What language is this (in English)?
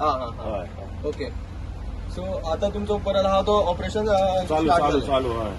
Konkani